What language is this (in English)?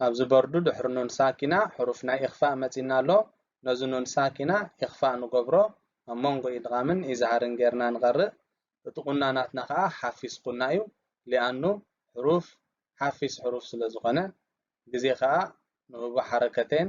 Tigrinya